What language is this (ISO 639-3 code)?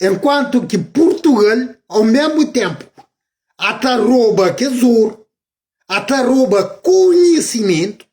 kea